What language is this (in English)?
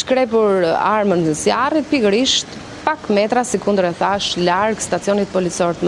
Albanian